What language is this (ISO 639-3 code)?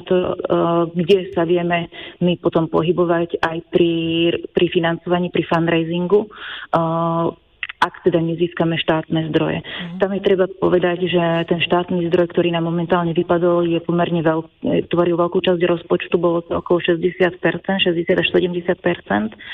slk